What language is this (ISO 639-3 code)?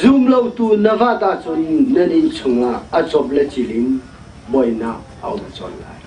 cnh